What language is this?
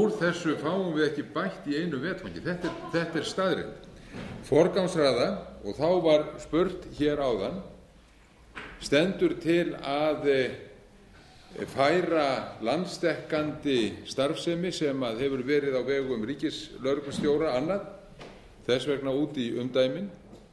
Icelandic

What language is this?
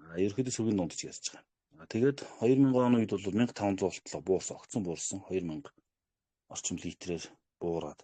Mongolian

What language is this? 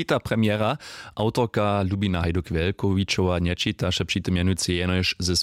Upper Sorbian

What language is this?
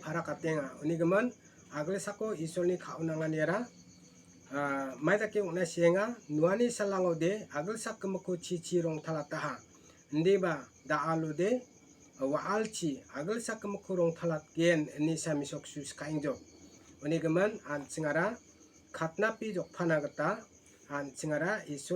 Garo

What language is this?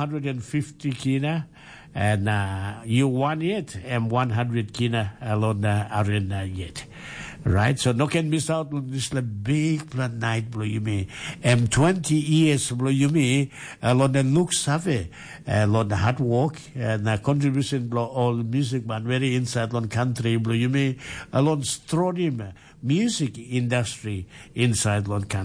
Tok Pisin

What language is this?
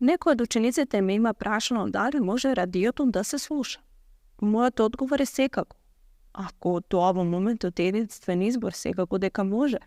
Macedonian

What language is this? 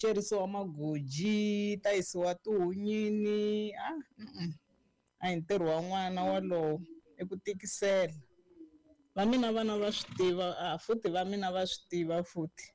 Tsonga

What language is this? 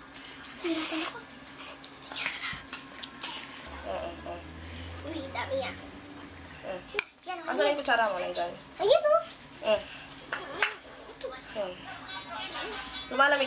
Filipino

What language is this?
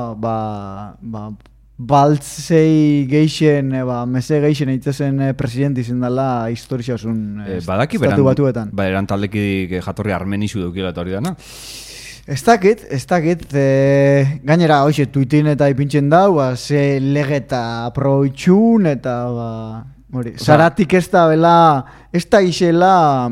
Basque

